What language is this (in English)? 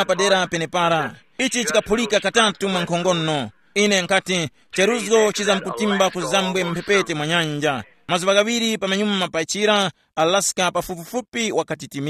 Tumbuka